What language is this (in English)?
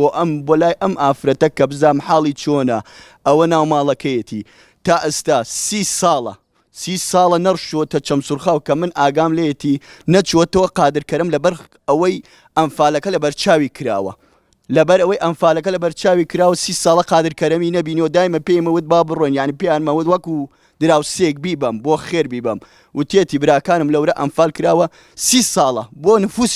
Central Kurdish